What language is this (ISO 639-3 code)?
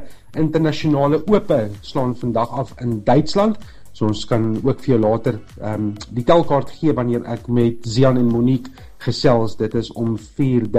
afr